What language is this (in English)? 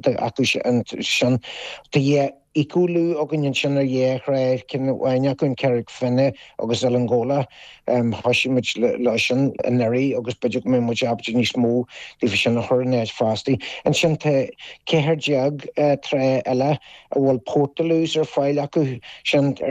Irish